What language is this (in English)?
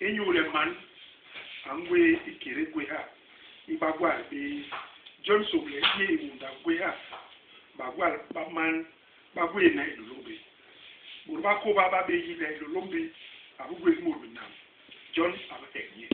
Basaa